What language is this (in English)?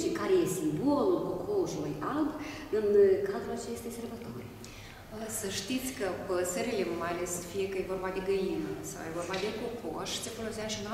Romanian